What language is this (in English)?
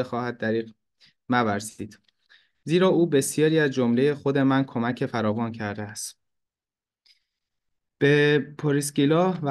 Persian